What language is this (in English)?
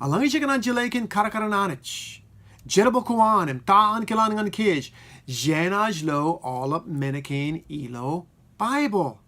Marshallese